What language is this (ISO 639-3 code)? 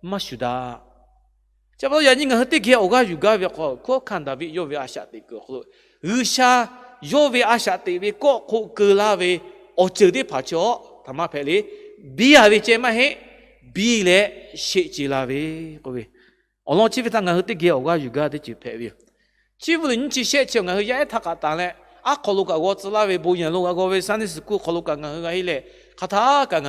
lhu